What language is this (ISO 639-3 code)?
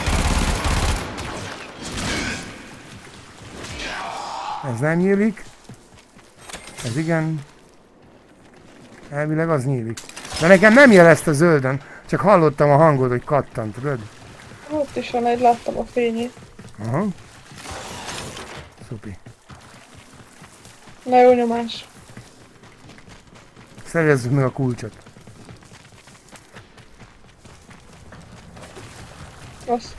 hun